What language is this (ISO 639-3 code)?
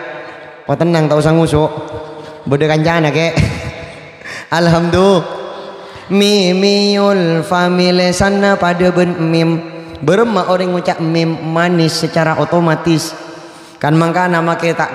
mad